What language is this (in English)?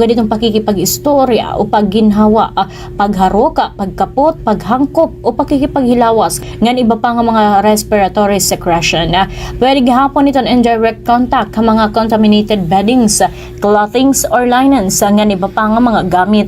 Waray